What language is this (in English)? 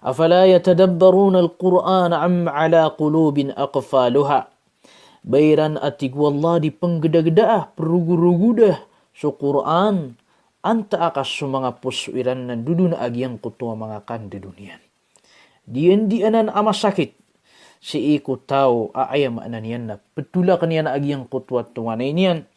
Maranao